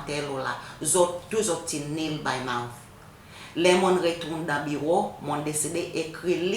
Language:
Seselwa Creole French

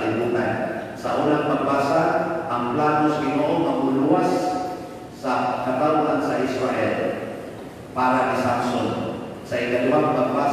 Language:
Cebuano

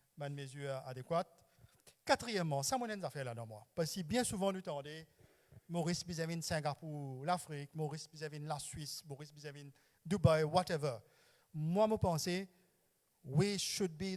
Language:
Morisyen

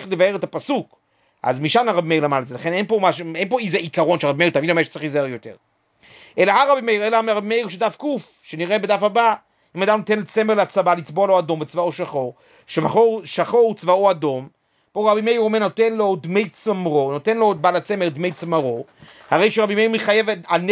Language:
Hebrew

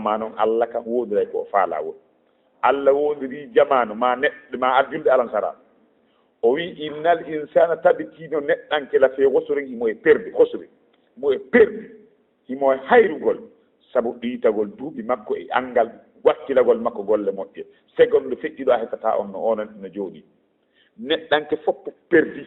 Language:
Fula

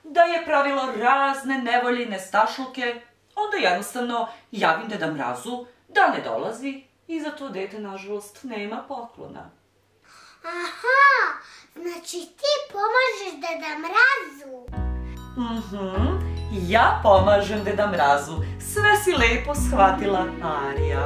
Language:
Serbian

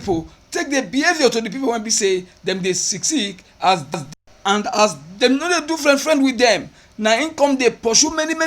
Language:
Nigerian Pidgin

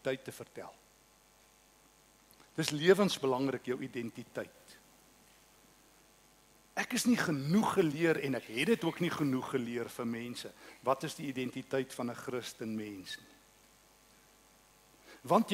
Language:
Afrikaans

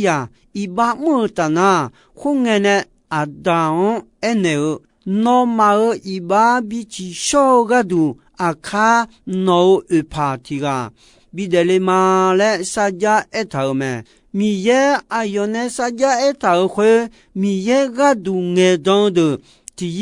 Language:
Akha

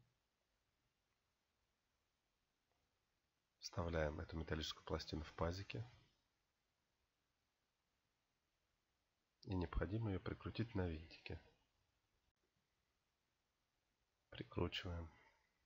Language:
Russian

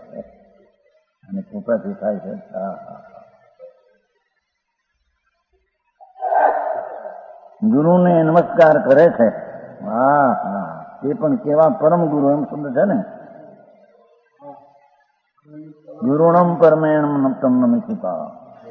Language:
Gujarati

